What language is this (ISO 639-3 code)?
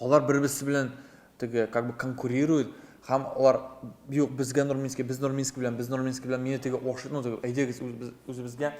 tat